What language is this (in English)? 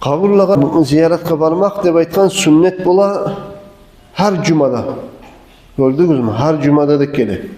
Kumyk